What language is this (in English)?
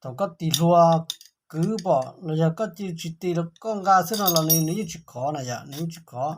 Hmong